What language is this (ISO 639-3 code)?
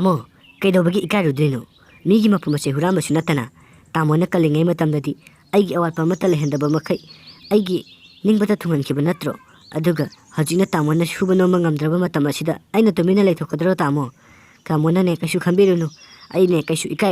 mni